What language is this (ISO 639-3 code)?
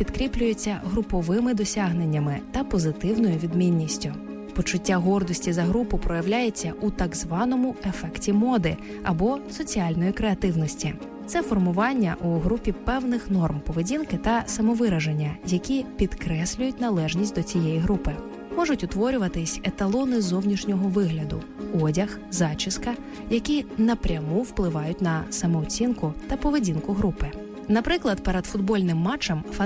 ukr